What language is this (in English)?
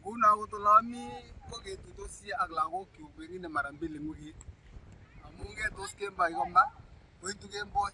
Kalenjin